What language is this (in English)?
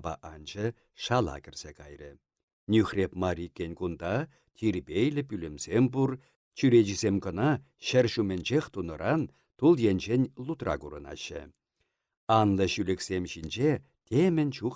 Chuvash